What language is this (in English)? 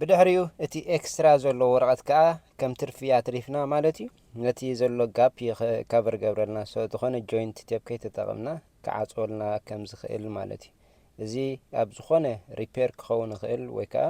Tigrinya